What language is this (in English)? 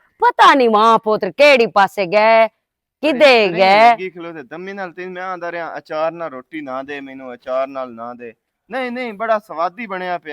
Western Panjabi